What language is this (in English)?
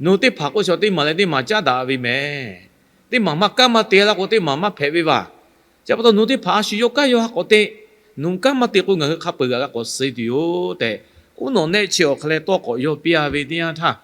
Lahu